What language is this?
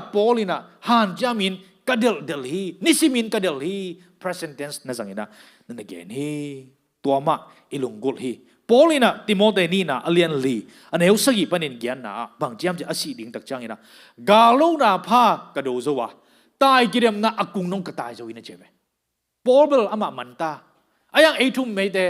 Tedim Chin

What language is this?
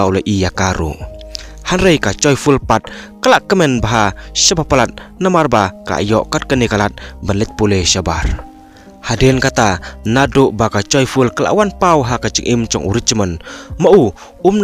Khasi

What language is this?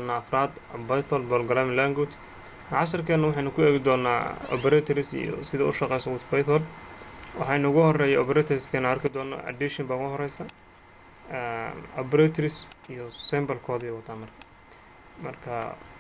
Somali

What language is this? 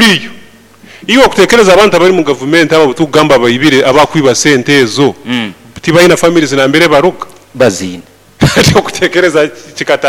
Nyoro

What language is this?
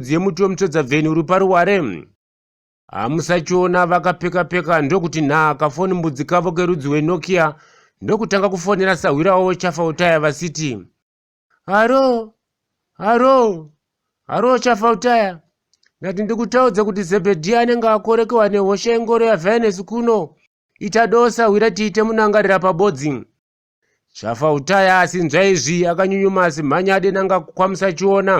Shona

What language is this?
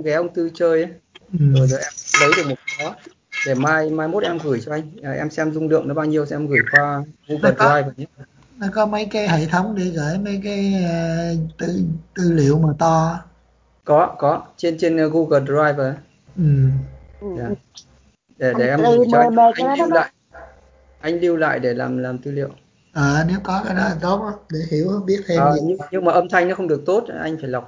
Vietnamese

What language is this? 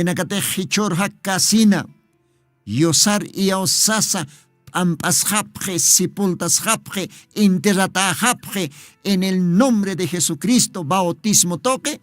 Aymara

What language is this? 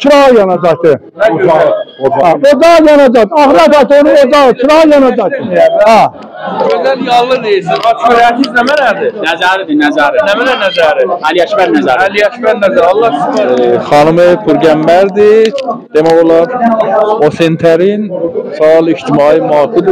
South Azerbaijani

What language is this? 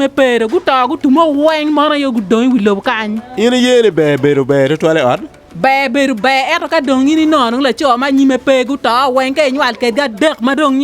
Acoli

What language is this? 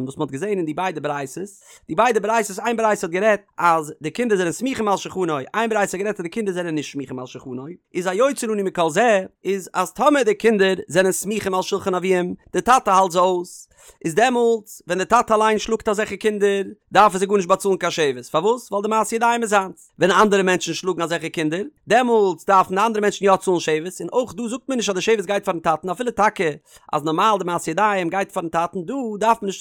Yiddish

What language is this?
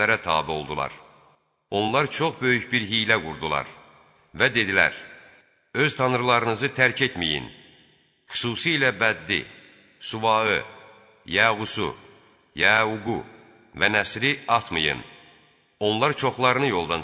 Azerbaijani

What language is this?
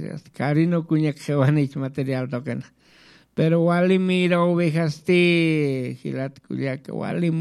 Aymara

